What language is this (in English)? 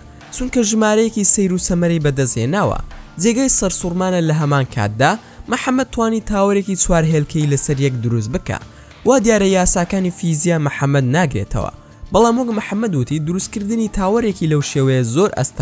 Central Kurdish